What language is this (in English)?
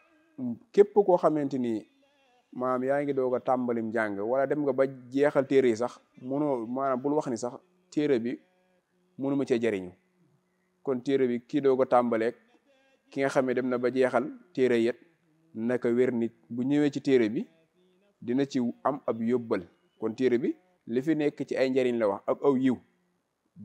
Wolof